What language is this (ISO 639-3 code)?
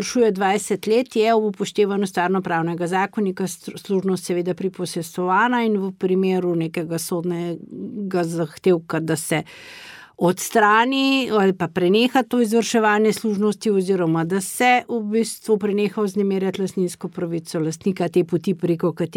slv